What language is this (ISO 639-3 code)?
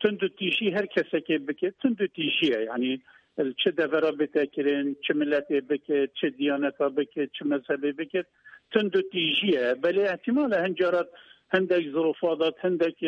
kur